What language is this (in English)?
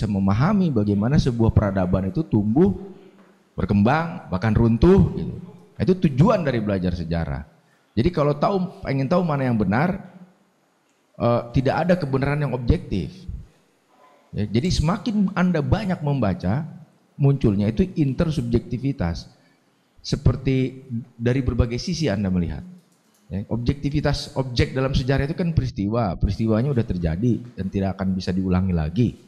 Indonesian